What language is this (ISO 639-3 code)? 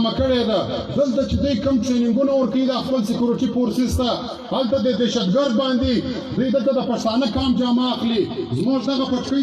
pus